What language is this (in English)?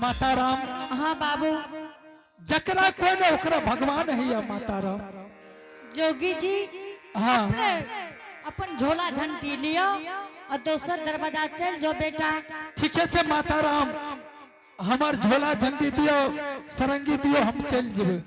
Angika